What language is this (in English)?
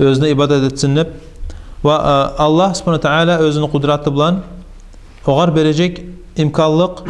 Kumyk